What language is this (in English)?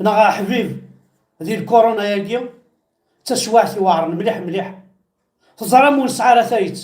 Kabyle